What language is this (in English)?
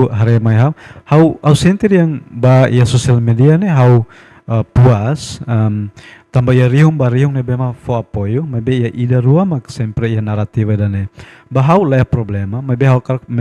Tetum